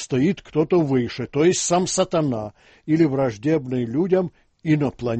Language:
Russian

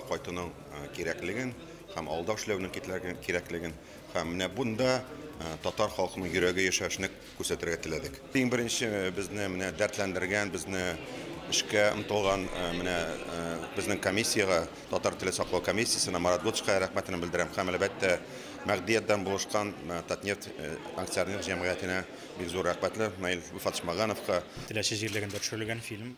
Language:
Tatar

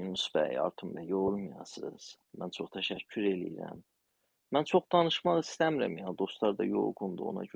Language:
South Azerbaijani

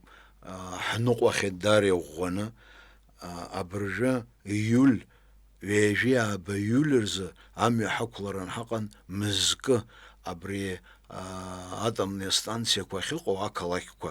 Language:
Abkhazian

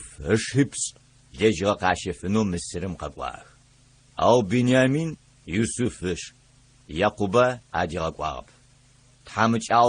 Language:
Adyghe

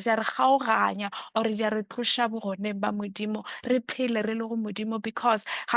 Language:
Northern Sotho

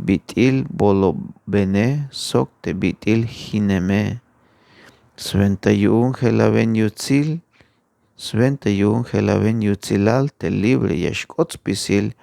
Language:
Tzeltal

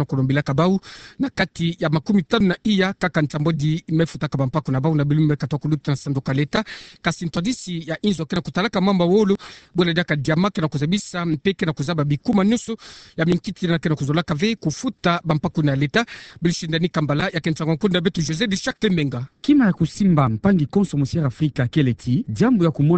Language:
Kituba (Democratic Republic of Congo)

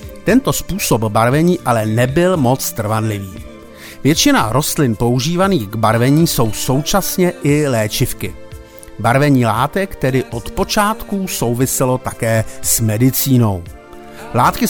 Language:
Czech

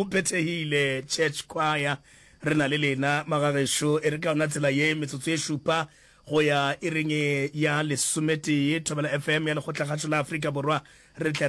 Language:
Northern Sotho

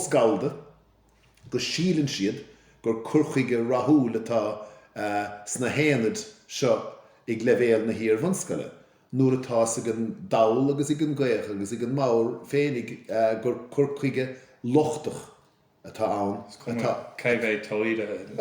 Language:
Irish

